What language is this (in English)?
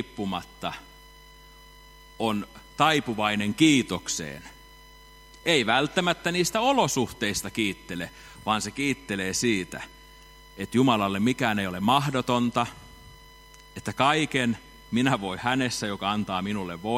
Finnish